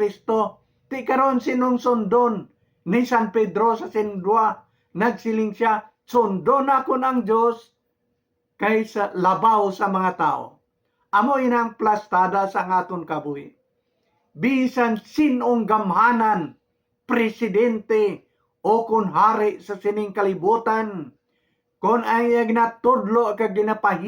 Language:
Hiligaynon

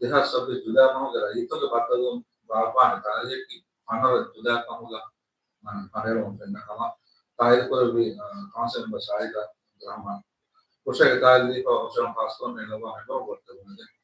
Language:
Divehi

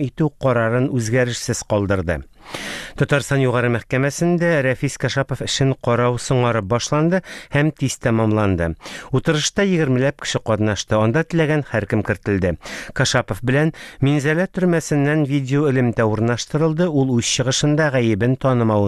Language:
Tatar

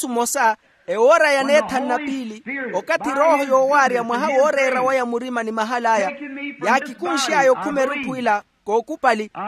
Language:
Makhuwa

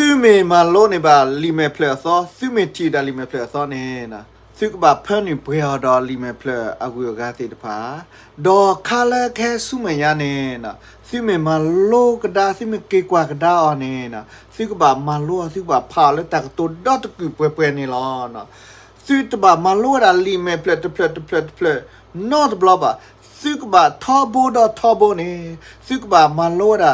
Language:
S'gaw Karen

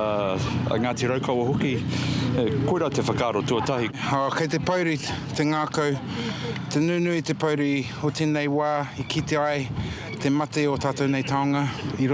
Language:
Māori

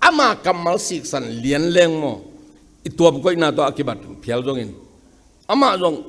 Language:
Tedim Chin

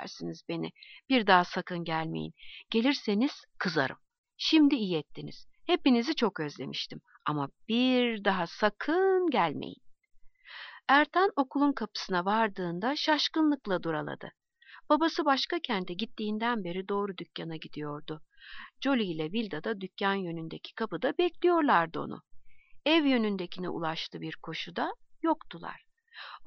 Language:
Turkish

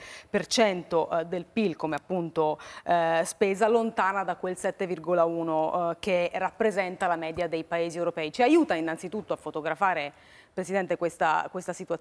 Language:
Italian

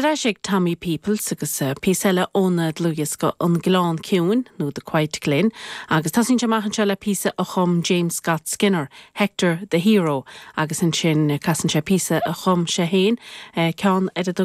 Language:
Irish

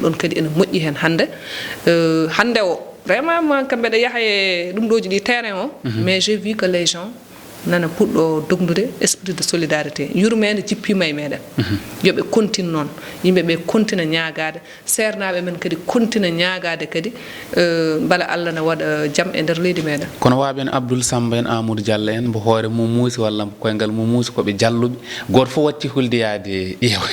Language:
Fula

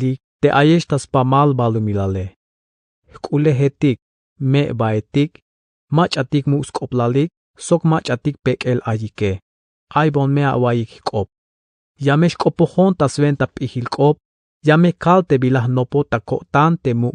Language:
Tzeltal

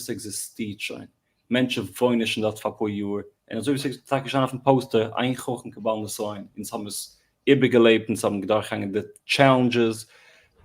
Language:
Yiddish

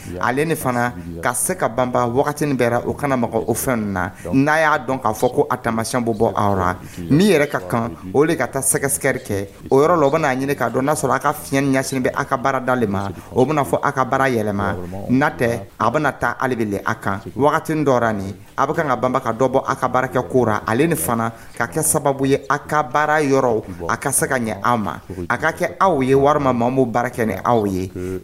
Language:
Dyula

